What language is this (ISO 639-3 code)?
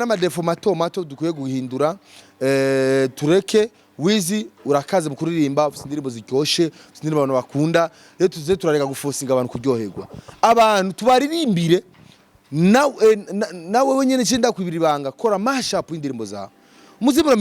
run